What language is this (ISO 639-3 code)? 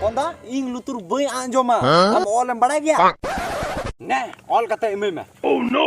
sat